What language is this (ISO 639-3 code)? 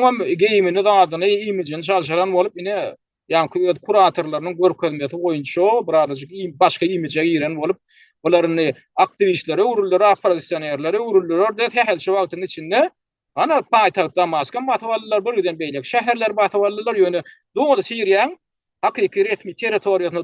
tuk